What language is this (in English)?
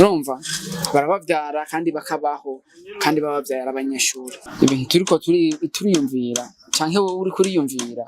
Rundi